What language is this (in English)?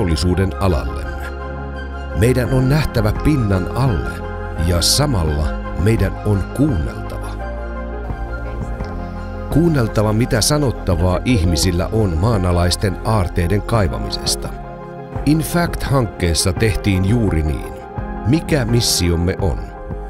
Finnish